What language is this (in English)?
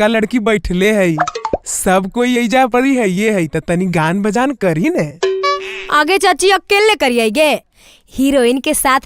Magahi